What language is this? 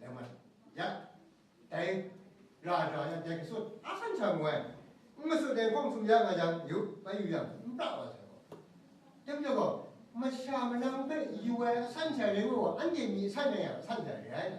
Kachin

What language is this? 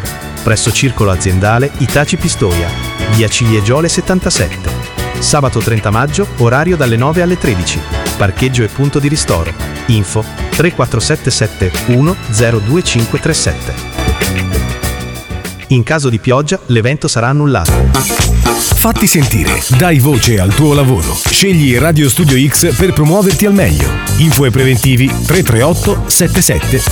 Italian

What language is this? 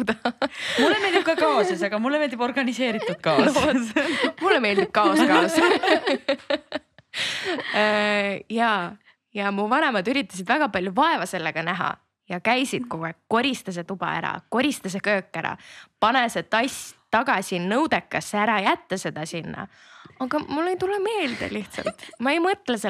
Estonian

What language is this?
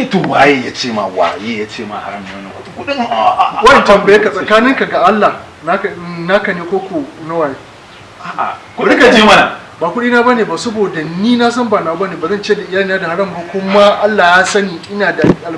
Hausa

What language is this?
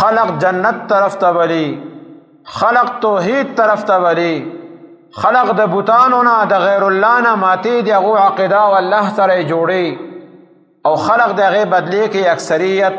Pashto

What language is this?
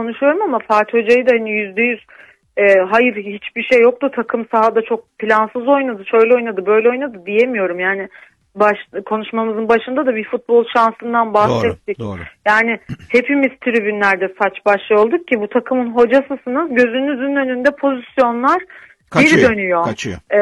Turkish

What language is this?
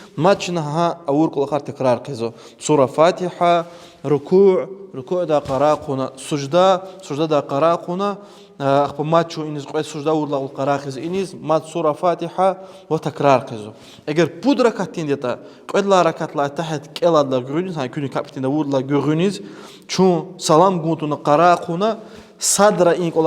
Lezghian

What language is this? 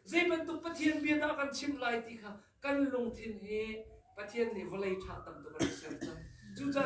Hakha Chin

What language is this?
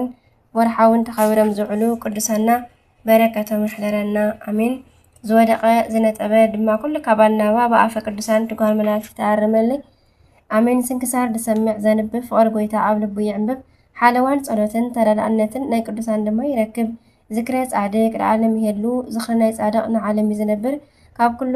Tigrinya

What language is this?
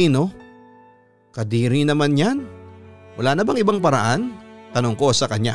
Filipino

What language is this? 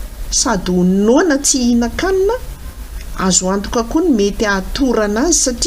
Malagasy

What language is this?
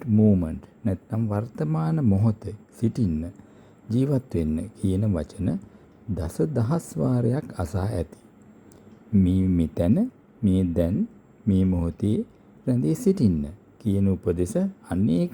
Sinhala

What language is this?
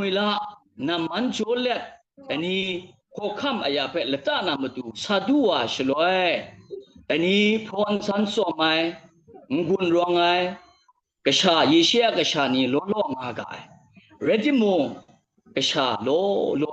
Kachin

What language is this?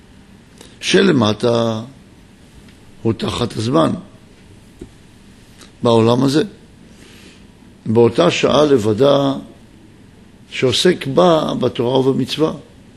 Hebrew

